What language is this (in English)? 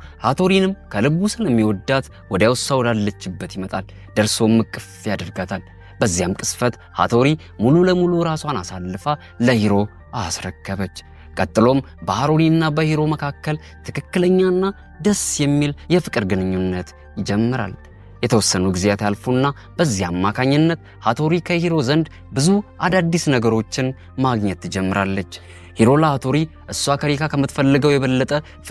Amharic